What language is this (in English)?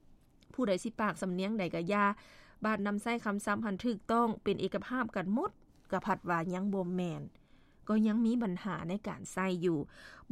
Lao